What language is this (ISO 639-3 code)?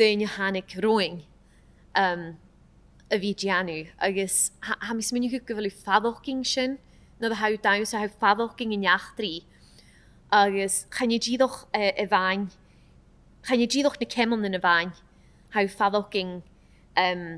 gla